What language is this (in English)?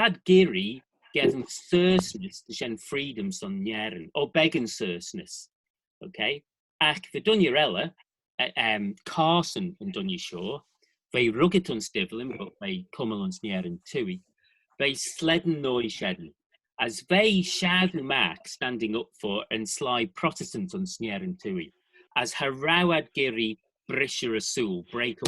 Manx